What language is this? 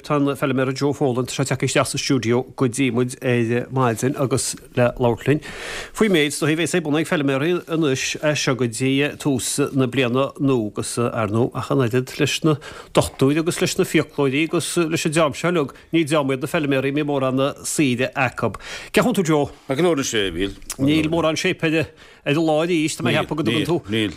Irish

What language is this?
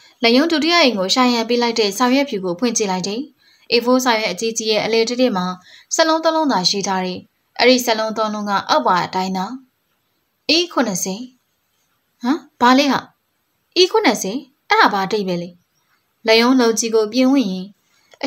Burmese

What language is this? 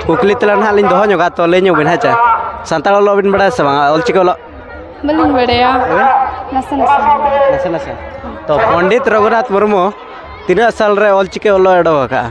Santali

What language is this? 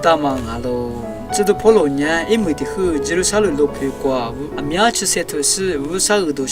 Lisu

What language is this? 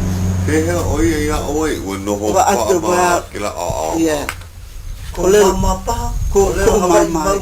Hawaiian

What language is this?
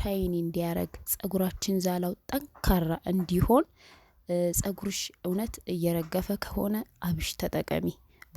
Amharic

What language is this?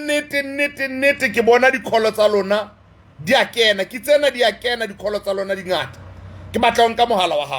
Southern Sotho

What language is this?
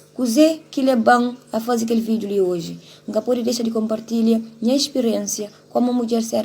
Kabuverdianu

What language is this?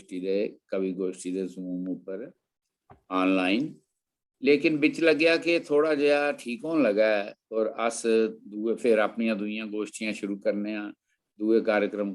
Dogri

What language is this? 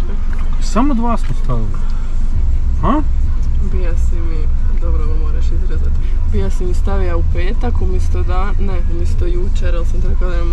Croatian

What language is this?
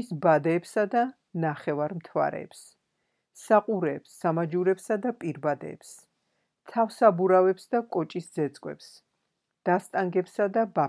Georgian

